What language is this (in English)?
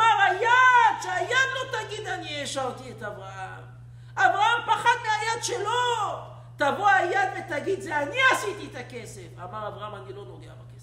Hebrew